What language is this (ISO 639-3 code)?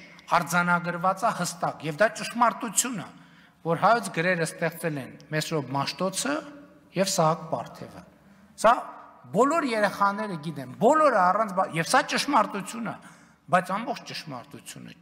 hye